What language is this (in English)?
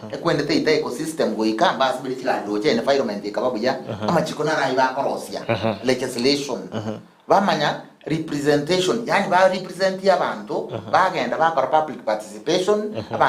Gusii